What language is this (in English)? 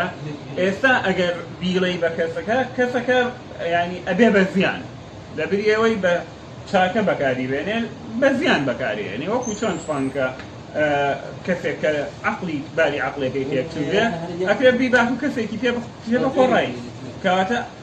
Central Kurdish